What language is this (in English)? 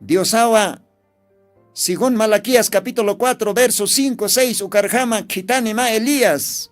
Aymara